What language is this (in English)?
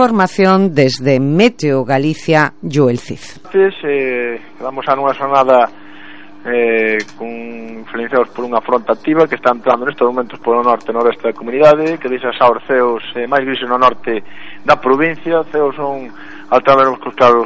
Galician